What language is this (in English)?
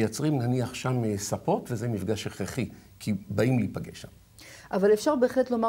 Hebrew